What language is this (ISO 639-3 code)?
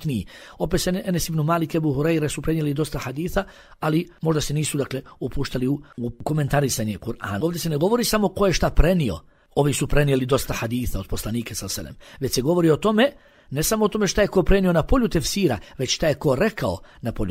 bos